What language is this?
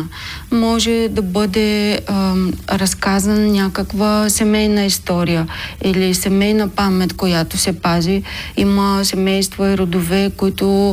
Bulgarian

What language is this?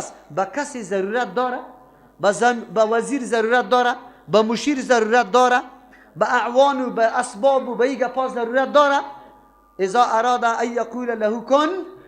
Persian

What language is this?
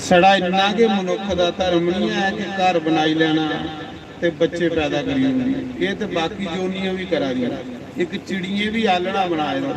Dogri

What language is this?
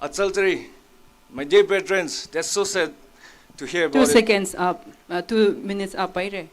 Tangkhul Naga (India)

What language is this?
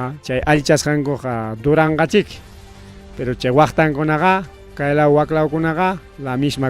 Ayacucho Quechua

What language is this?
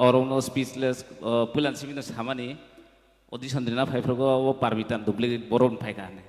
Kok Borok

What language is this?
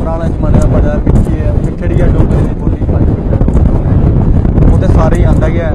Dogri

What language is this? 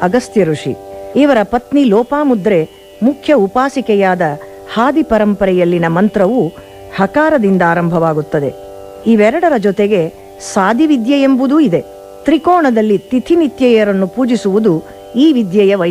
Kannada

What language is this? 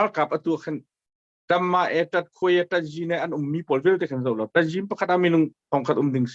Hakha Chin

